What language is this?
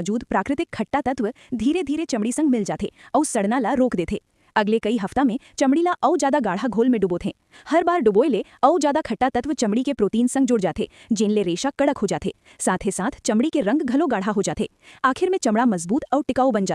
Chhattisgarhi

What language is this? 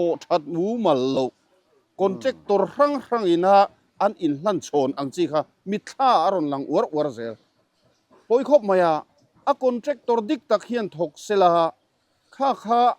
Mizo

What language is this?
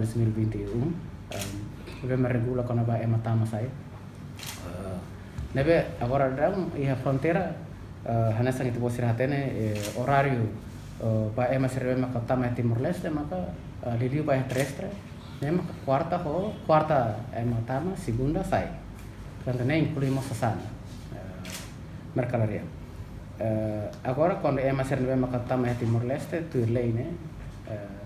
Tetum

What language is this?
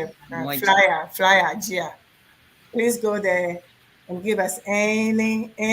Ewe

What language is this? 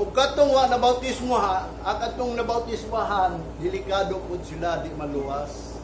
Cebuano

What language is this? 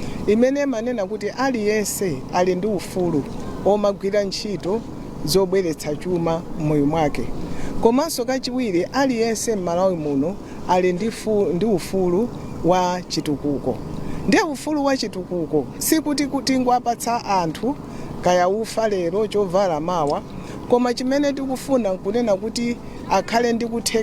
Nyanja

